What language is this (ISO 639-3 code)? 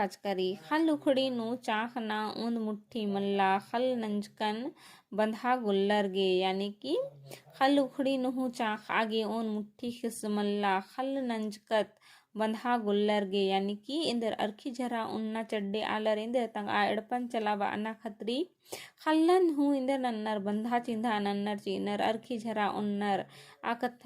kru